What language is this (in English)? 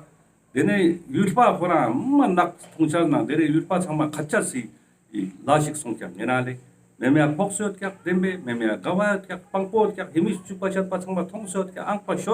Ladakhi